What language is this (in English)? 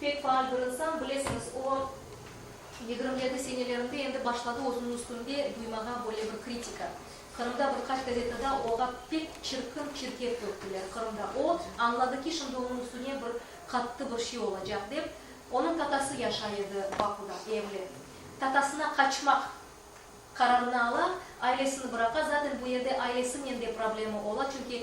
Crimean Tatar